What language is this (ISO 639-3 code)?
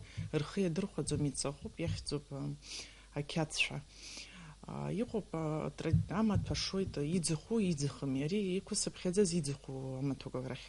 abk